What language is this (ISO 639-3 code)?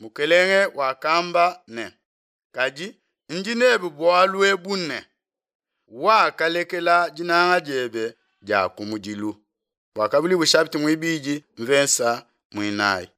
lua